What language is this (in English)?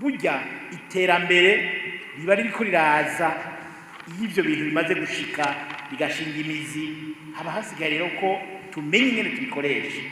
Rundi